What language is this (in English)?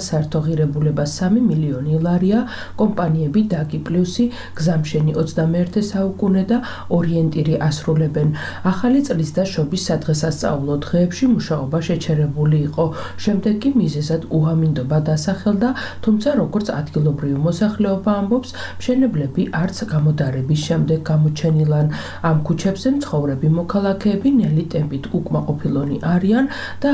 Georgian